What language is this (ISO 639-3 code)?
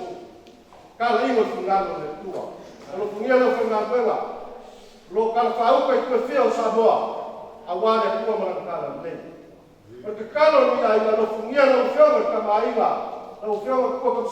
smo